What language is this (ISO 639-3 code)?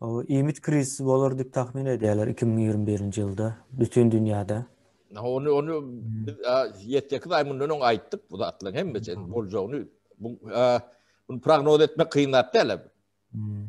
tuk